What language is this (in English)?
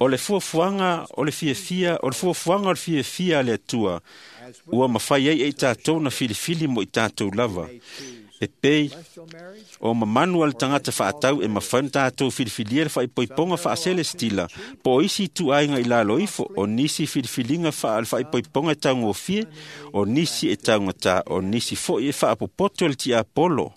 Samoan